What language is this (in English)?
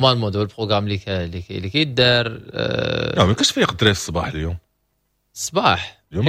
Moroccan Arabic